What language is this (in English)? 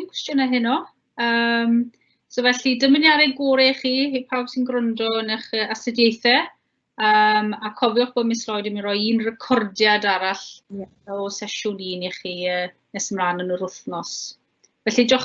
Welsh